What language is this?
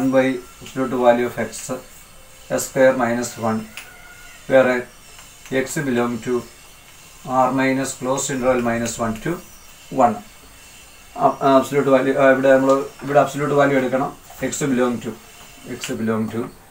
Malayalam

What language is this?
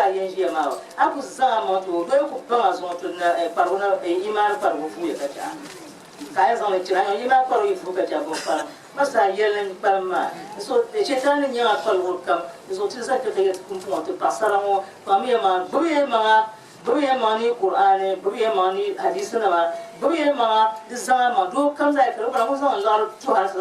Dagbani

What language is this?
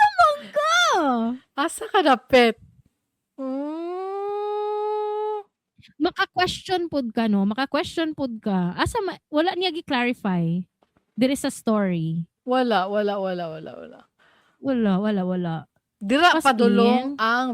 Cebuano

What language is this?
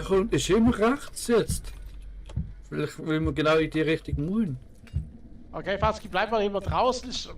Swiss German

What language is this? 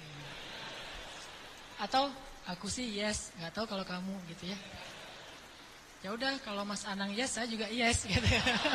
Indonesian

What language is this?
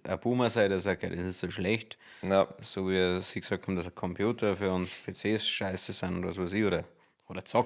Bavarian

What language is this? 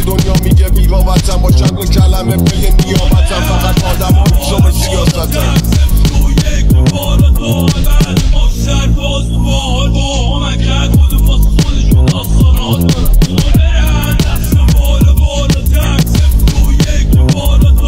Persian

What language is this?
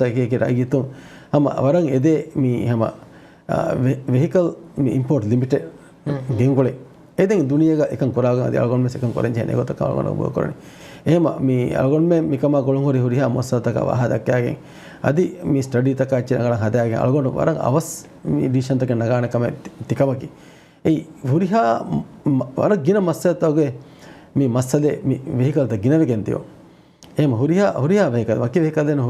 Divehi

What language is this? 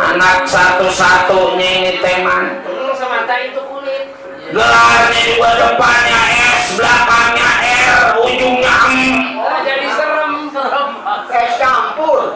Betawi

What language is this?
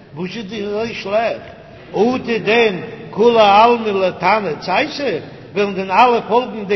Yiddish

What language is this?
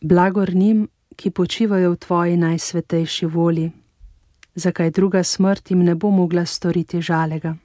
Slovenian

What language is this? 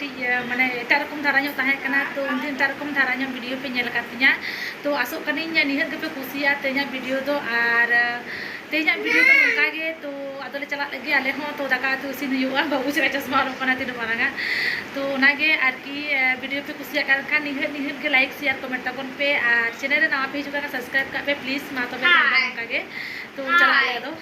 Santali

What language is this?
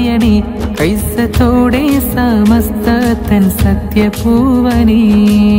Malayalam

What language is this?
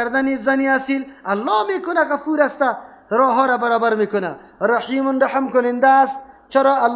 Persian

